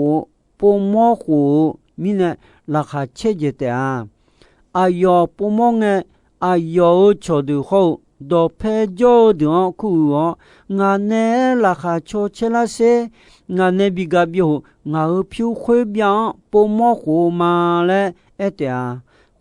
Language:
Akha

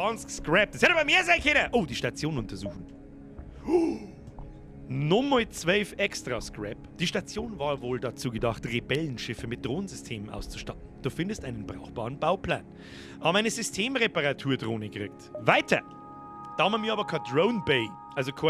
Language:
Bavarian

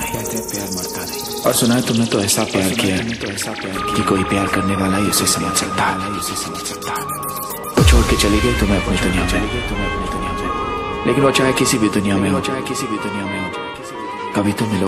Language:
Hindi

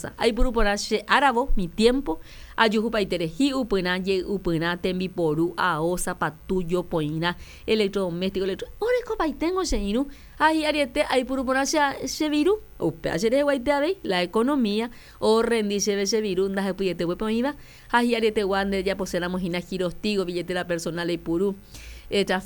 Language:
Guarani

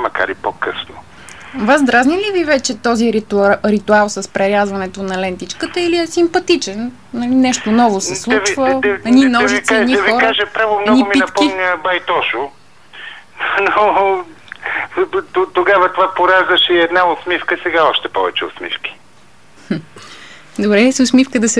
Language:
Bulgarian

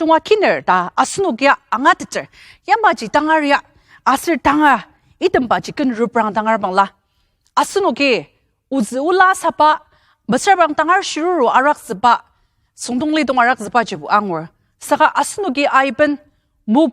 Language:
Ao Naga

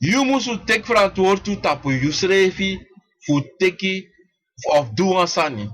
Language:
Sranan Tongo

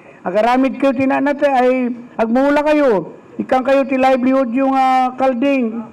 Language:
Iloko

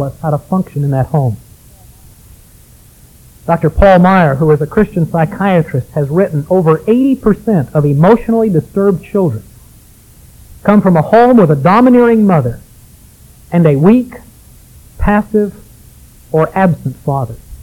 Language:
English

